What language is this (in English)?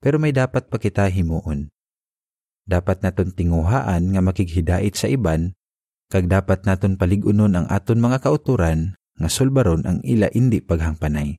Hiligaynon